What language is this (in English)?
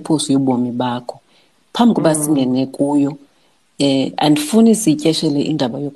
Xhosa